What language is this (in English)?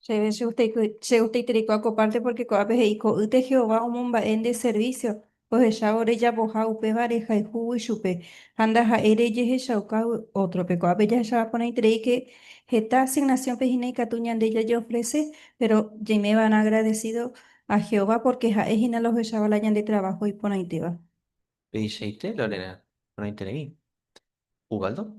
Guarani